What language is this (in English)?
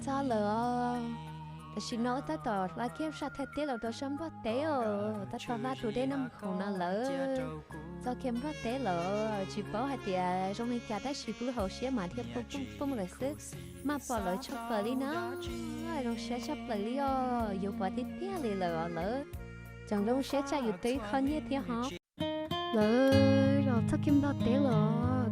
Hmong